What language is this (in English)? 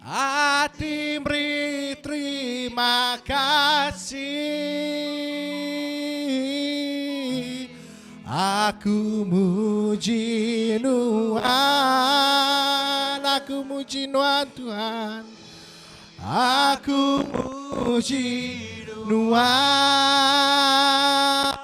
Iban